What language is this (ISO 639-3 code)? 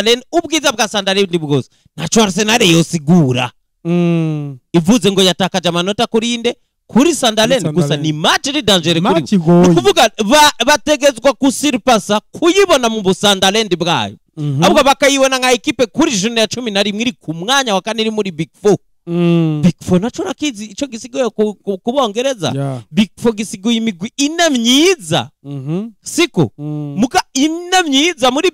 run